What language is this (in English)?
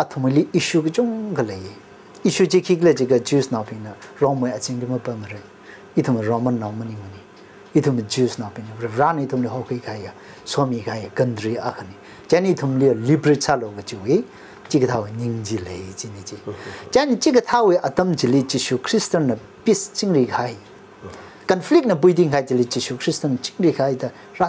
Tangkhul Naga (India)